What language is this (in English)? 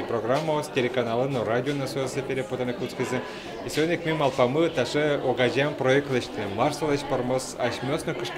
Udmurt